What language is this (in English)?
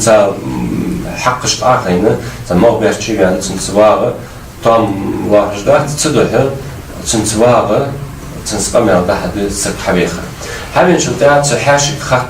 Ingush